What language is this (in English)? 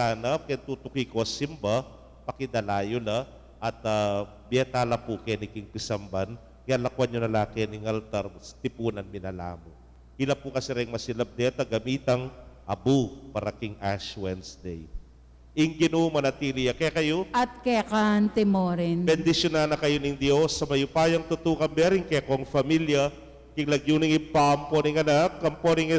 Pampanga